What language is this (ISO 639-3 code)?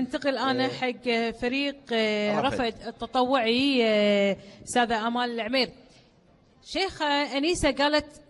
afb